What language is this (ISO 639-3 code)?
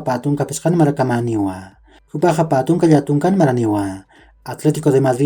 aym